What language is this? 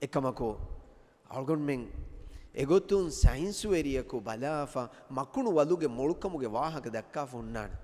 Divehi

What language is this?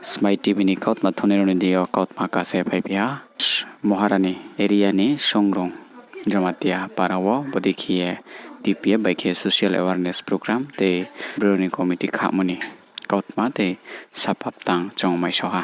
Riang (India)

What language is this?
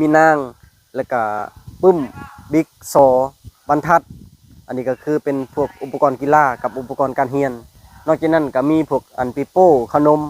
Lao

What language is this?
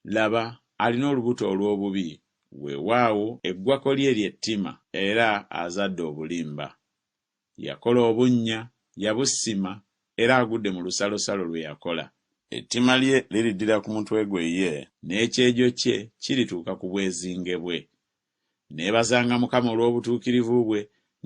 Ganda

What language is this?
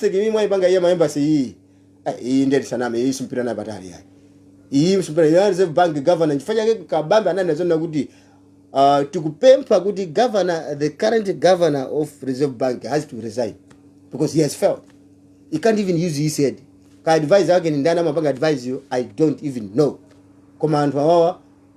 Nyanja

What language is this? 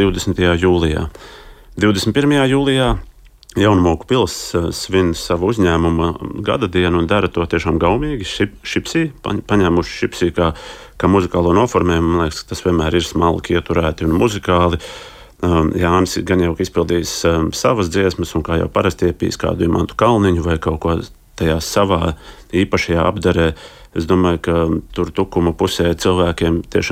Latvian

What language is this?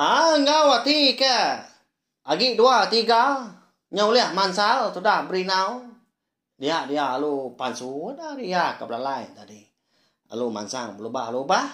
Iban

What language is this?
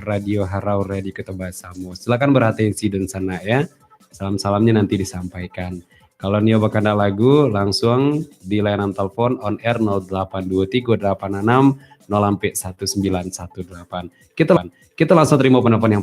Minangkabau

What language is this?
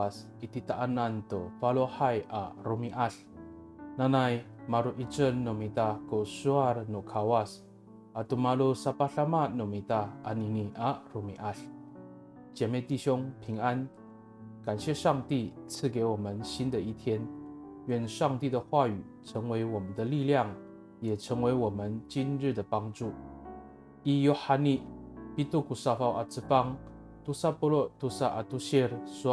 Amis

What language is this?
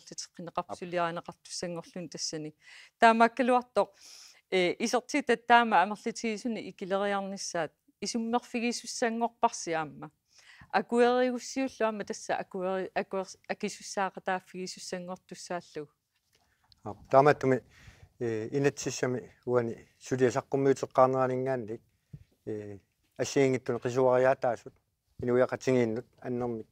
Kalaallisut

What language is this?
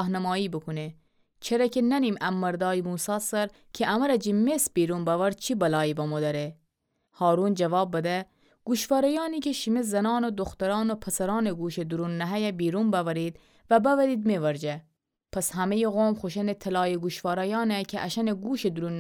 Gilaki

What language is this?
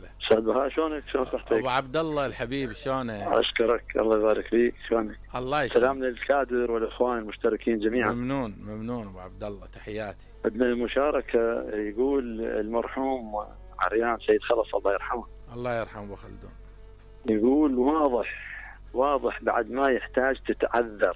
Mesopotamian Arabic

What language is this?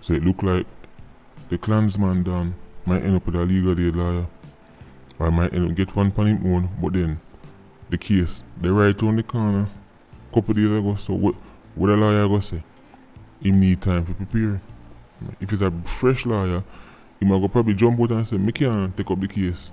Jamaican Creole English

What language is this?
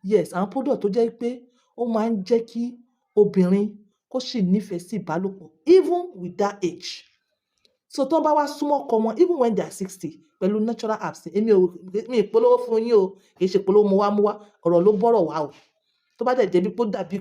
Yoruba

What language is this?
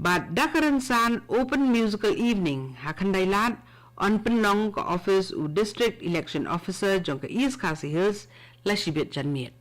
Khasi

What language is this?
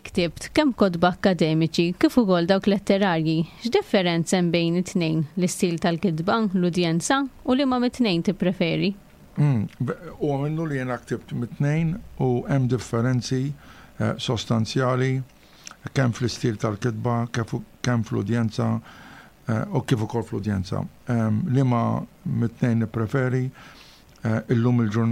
Maltese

